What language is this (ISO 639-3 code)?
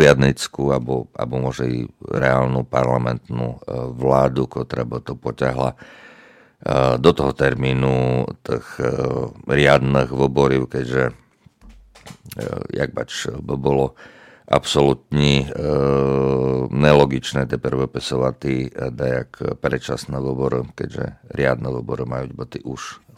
slk